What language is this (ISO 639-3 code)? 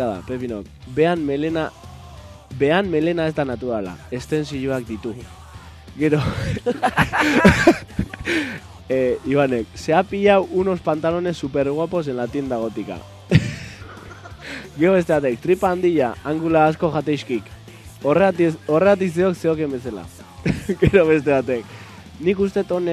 eus